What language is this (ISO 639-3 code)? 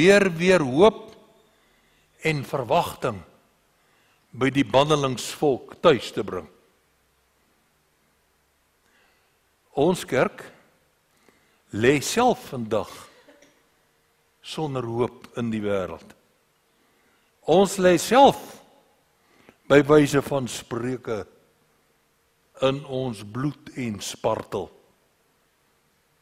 afr